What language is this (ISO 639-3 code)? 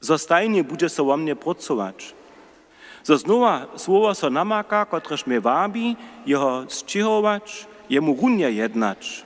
hsb